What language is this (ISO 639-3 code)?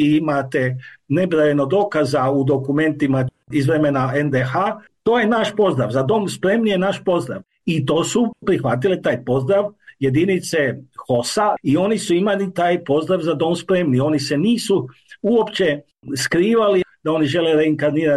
hrv